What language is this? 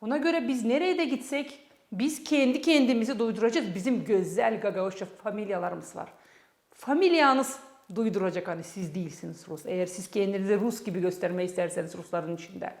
Gagauz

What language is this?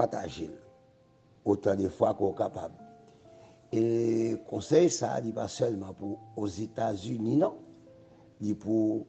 Haitian Creole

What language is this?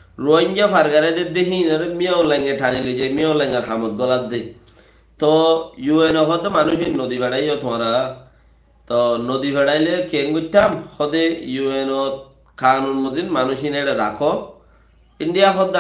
Rohingya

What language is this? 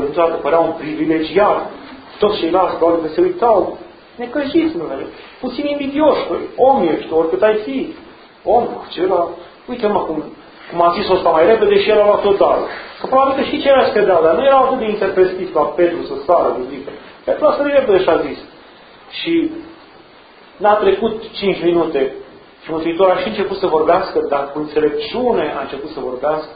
Romanian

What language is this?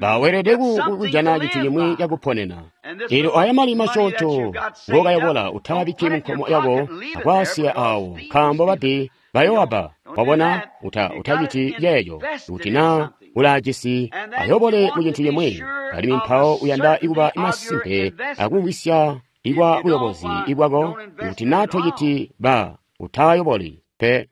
Tonga (Zambia)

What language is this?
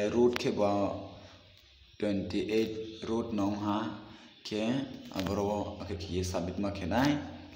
Riang (India)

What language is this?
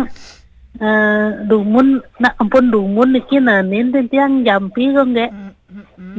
Balinese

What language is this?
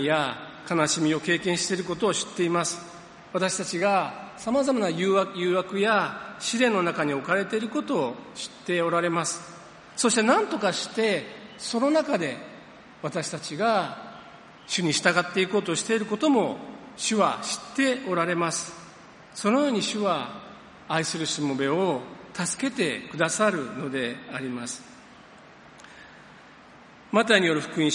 Japanese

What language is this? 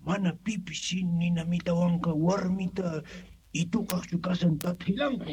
Quechua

